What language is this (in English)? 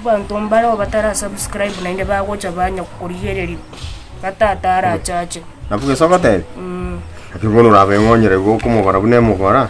Gusii